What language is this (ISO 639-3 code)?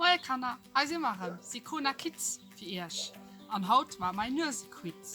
ltz